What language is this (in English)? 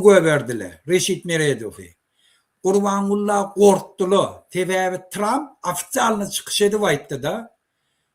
Turkmen